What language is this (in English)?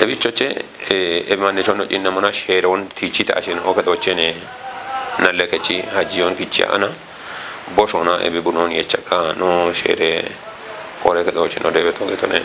Kafa